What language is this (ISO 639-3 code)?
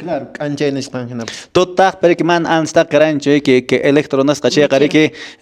que